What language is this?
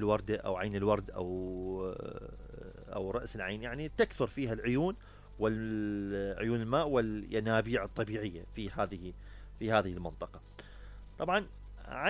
Mesopotamian Arabic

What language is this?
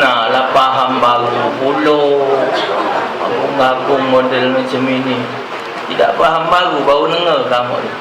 Musi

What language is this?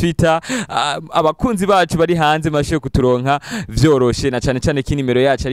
Rundi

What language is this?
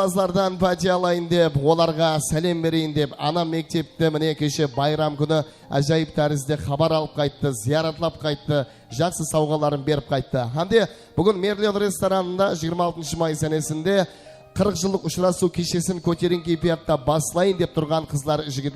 Kara-Kalpak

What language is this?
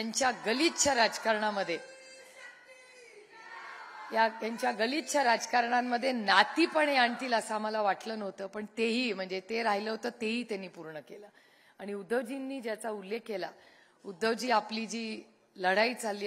Marathi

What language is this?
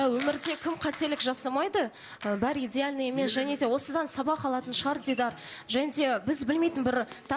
Kazakh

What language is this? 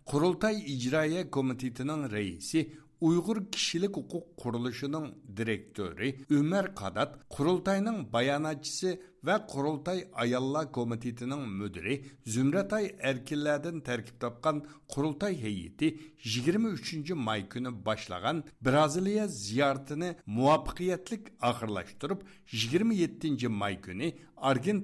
Uyghur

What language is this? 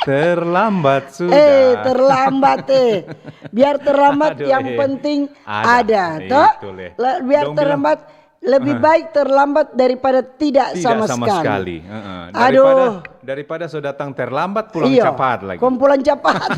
Manado Malay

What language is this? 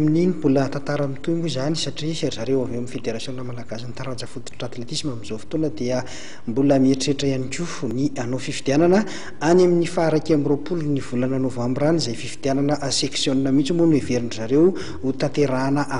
Malagasy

